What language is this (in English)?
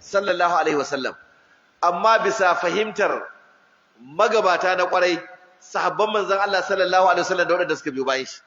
Hausa